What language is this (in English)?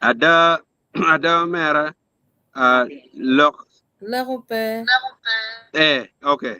Acoli